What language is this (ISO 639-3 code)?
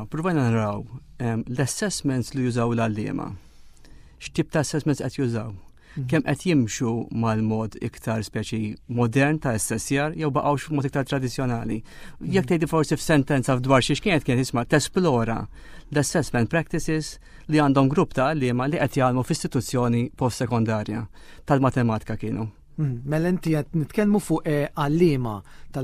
mlt